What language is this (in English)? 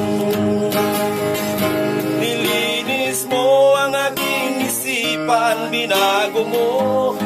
Filipino